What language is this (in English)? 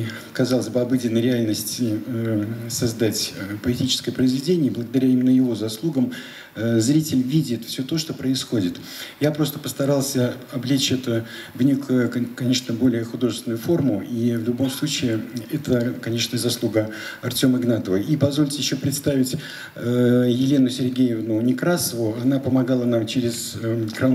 Russian